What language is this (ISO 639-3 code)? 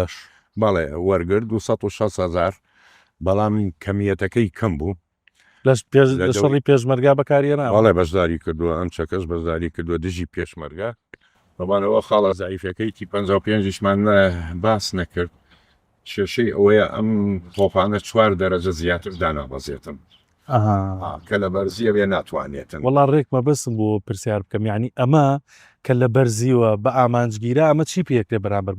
ckb